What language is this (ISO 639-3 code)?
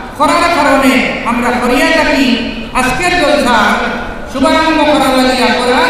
syl